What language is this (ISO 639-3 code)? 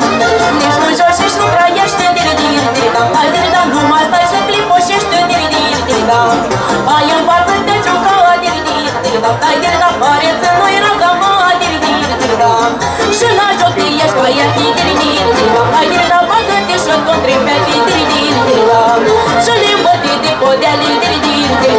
ron